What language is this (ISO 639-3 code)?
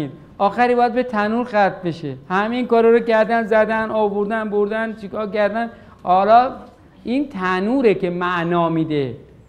fas